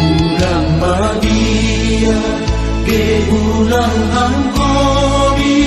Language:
Batak Simalungun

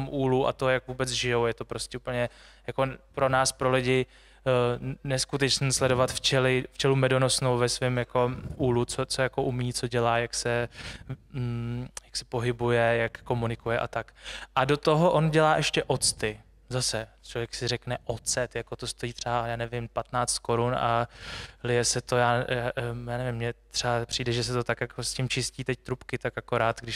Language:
Czech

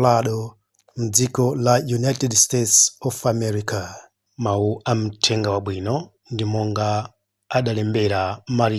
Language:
Nyanja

